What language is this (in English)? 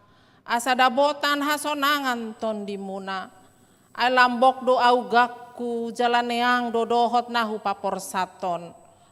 Batak Toba